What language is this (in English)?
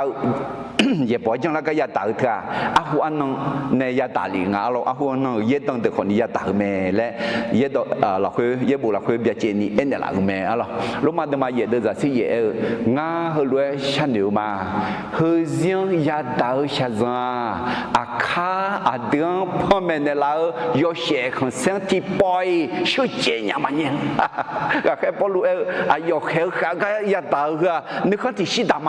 Akha